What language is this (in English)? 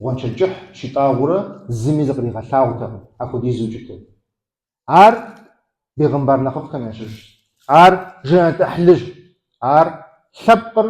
Kabardian